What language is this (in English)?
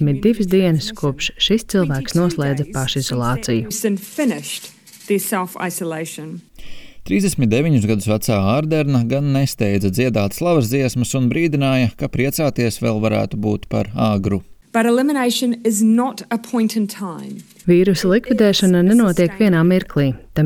Latvian